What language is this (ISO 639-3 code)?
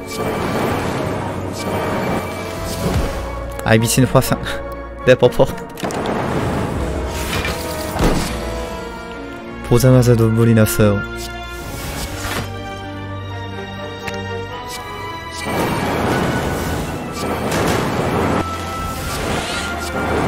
kor